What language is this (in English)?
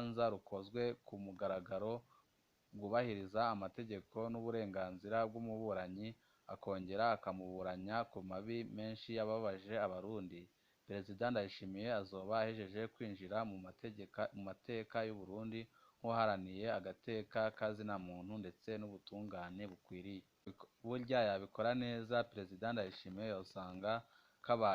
Rundi